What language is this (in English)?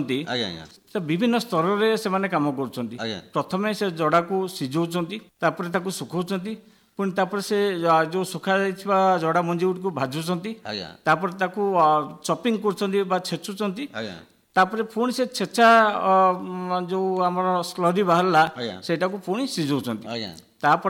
Odia